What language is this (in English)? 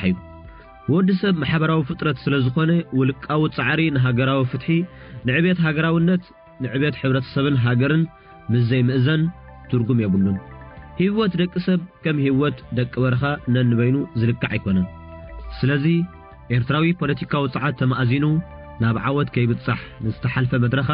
Tigrinya